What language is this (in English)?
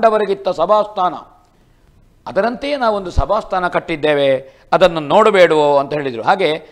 Kannada